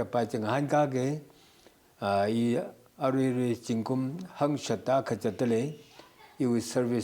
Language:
Tangkhul Naga (India)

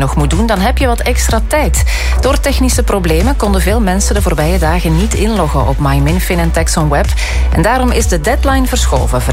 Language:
Dutch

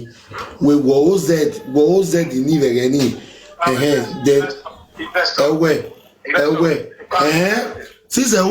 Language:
Nigerian Pidgin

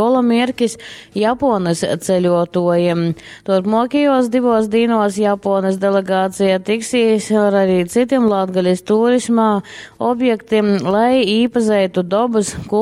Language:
Latgalian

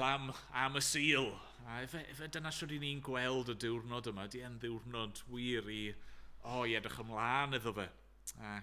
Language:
Welsh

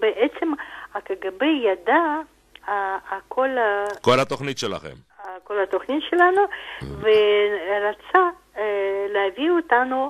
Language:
Hebrew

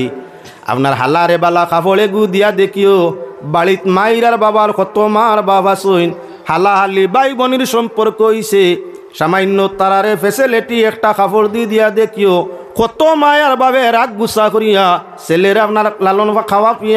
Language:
Sylheti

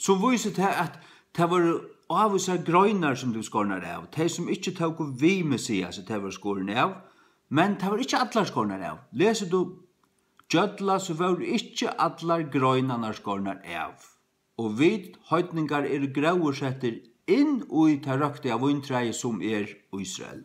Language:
Faroese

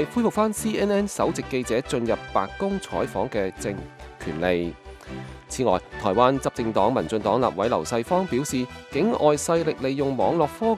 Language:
Cantonese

